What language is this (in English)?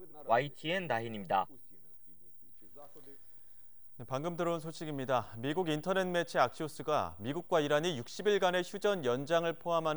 Korean